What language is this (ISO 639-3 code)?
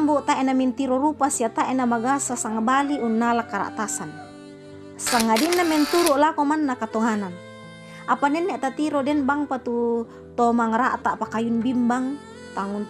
sda